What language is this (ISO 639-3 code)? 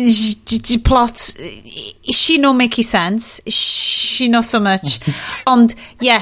cym